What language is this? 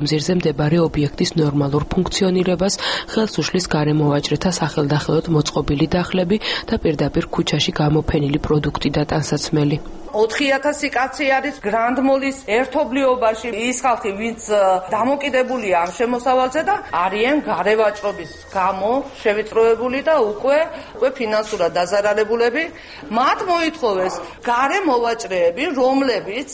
Georgian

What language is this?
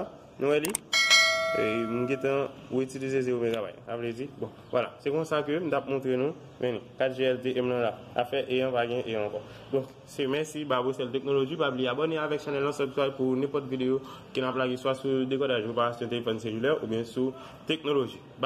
Haitian Creole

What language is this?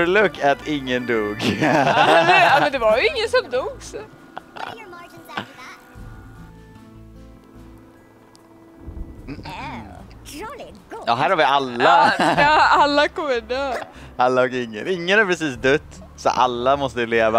Swedish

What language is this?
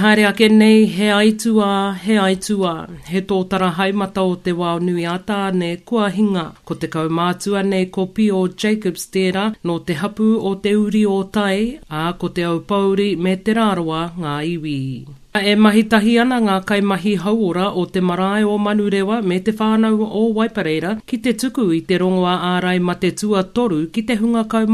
Māori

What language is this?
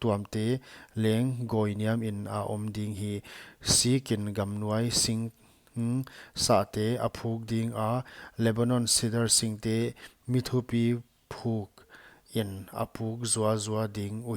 Paite Chin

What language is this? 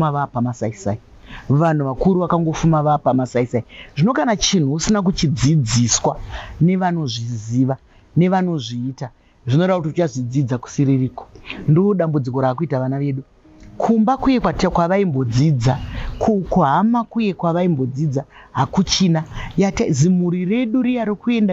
Shona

